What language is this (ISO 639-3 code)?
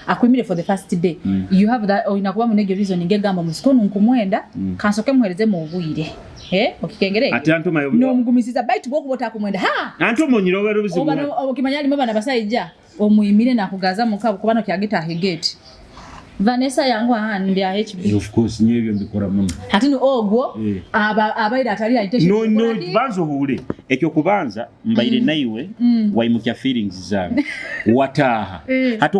nyo